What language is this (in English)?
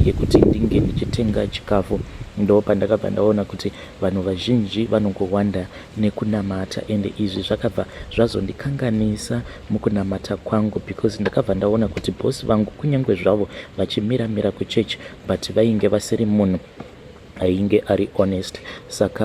Shona